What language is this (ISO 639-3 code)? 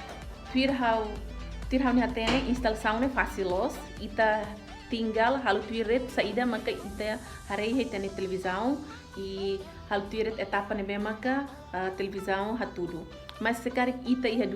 tet